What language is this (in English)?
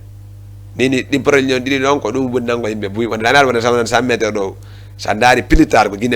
Fula